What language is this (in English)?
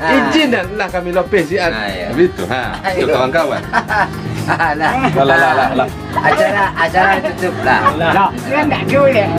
Minangkabau